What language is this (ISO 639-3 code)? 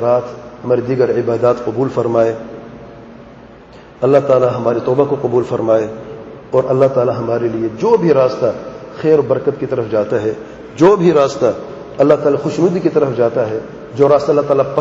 urd